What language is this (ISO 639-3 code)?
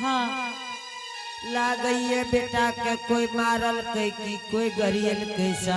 anp